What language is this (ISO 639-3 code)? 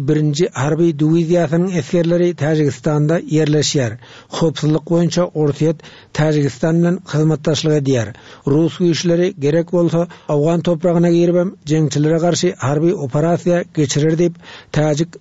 tuk